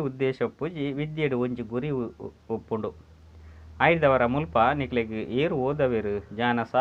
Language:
Tulu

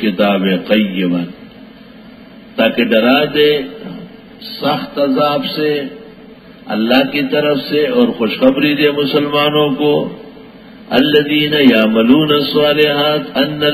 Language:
Urdu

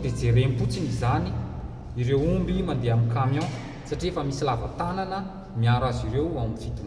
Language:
Malagasy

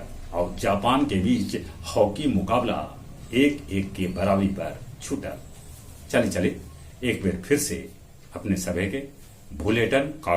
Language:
Magahi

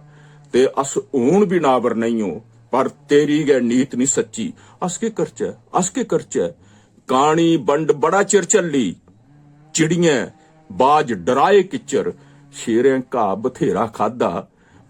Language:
Dogri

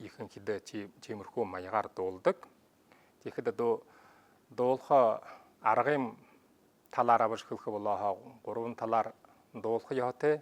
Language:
Buriat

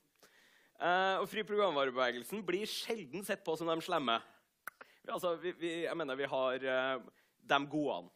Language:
Norwegian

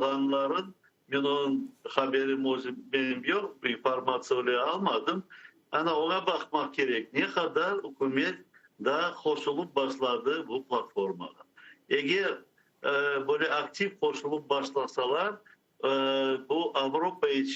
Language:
Crimean Tatar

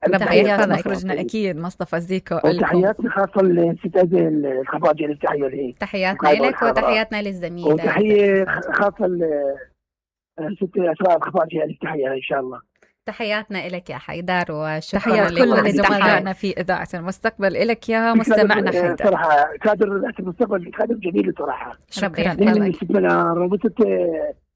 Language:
Mesopotamian Arabic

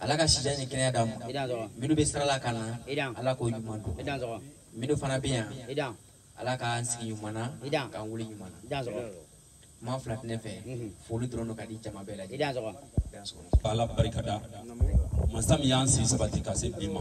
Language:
Bambara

